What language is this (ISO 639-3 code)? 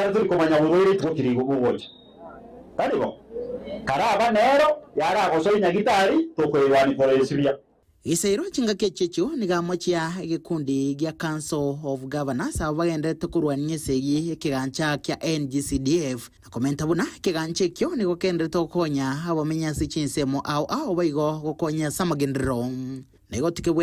guz